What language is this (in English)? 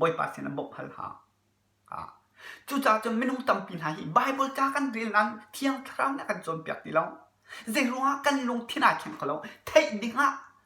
Hakha Chin